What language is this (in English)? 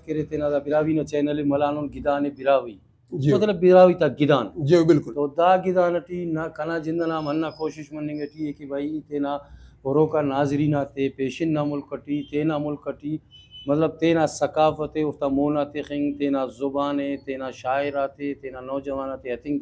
Brahui